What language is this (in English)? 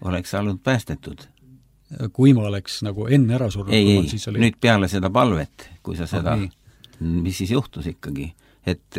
Estonian